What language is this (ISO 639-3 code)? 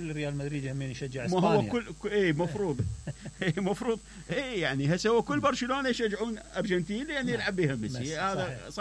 acm